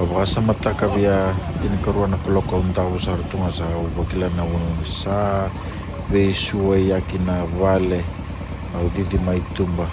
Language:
Fijian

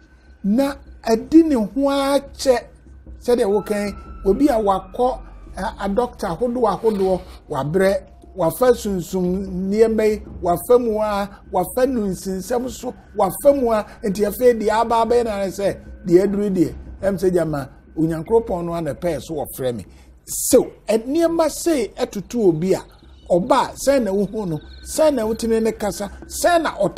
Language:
Akan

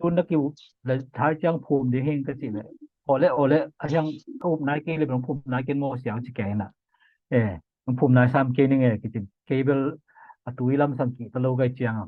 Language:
Tedim Chin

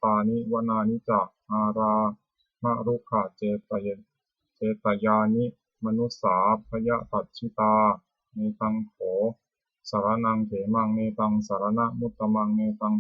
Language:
Pali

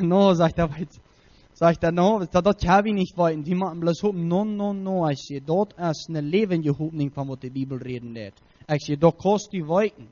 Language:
Plautdietsch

